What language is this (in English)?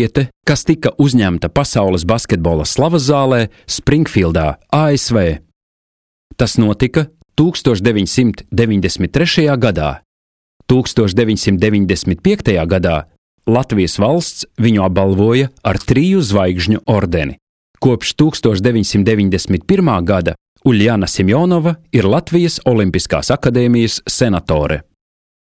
Latvian